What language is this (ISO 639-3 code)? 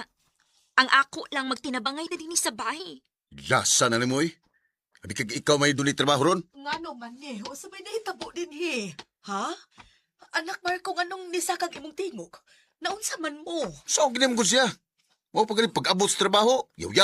ceb